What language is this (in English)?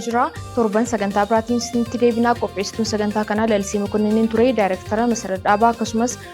Oromo